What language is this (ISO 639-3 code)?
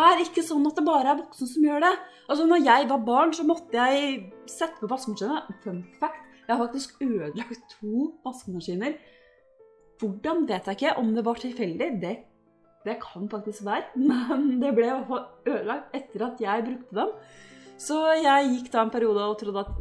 nor